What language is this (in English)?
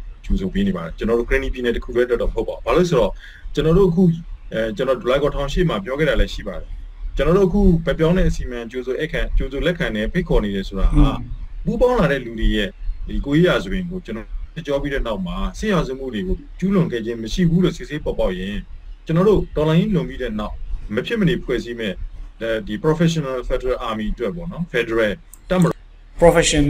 Burmese